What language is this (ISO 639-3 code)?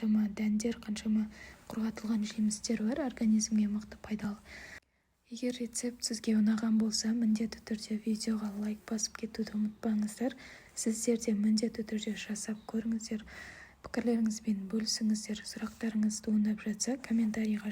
kaz